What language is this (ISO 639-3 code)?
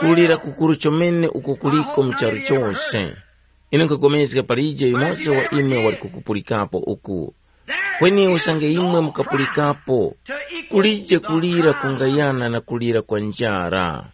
tum